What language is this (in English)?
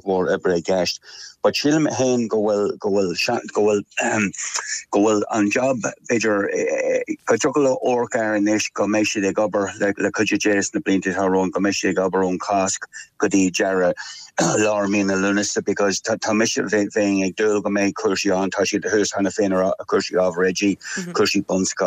Irish